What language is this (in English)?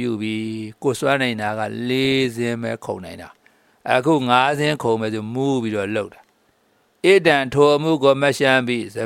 Burmese